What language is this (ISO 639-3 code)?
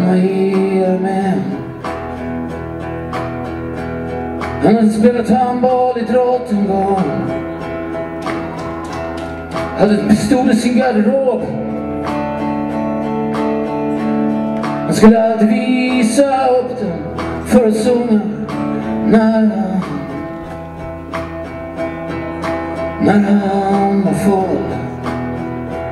swe